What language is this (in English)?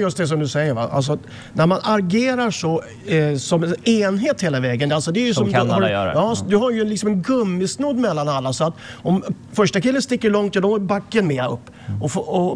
Swedish